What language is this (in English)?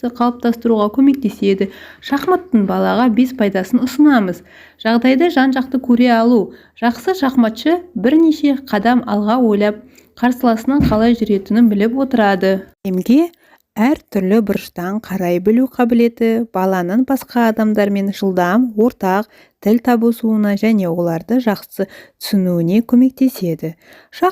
Kazakh